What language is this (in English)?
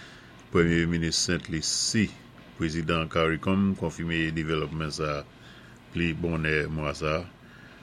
Saint Lucian Creole French